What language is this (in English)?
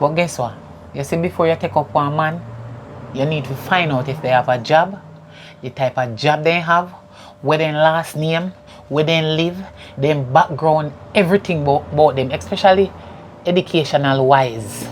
Jamaican Creole English